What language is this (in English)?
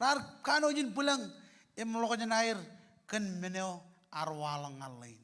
Marshallese